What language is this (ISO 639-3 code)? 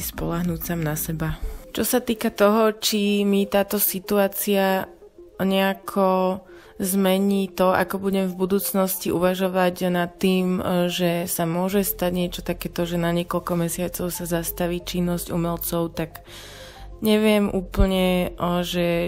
slk